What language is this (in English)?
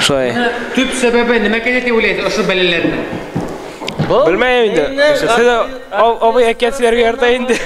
Bashkir